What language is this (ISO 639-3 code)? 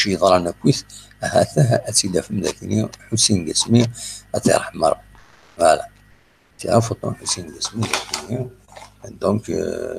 kab